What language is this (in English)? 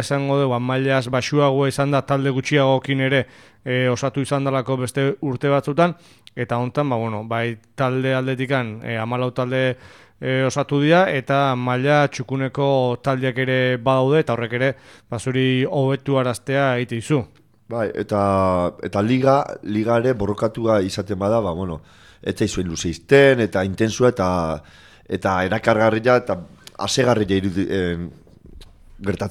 Basque